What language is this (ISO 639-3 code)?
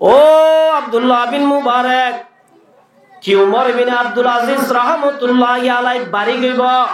rhg